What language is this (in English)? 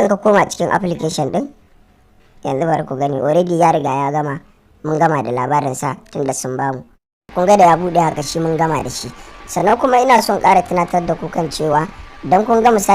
Hausa